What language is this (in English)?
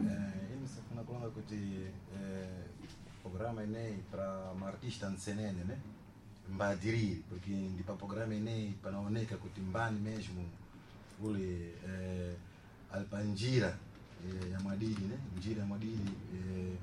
Sena